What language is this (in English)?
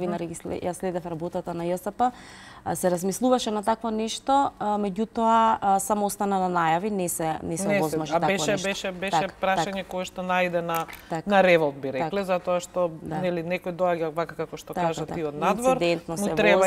Macedonian